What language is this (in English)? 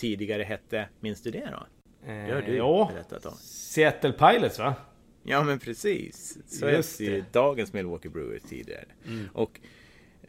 Swedish